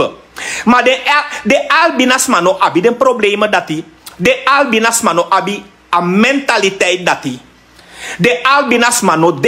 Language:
Sranan Tongo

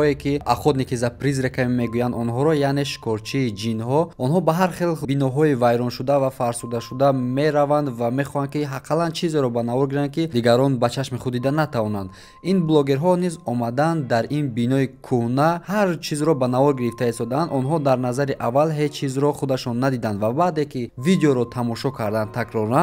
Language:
Tajik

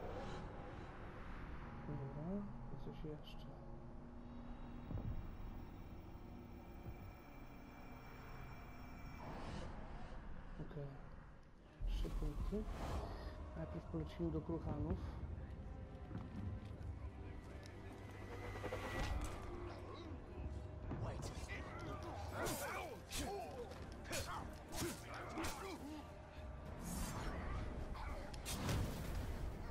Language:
Polish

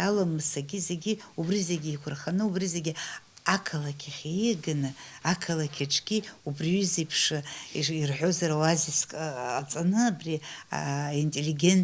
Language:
Abkhazian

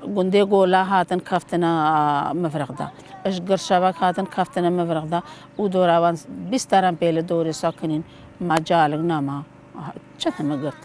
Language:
Kurdish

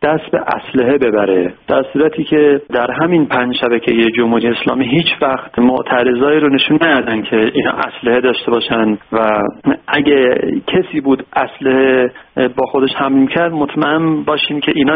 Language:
Persian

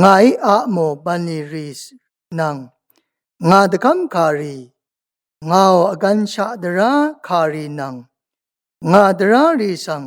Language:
Rawang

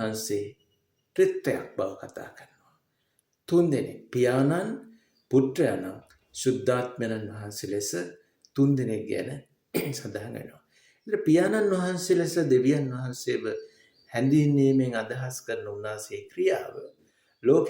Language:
Sinhala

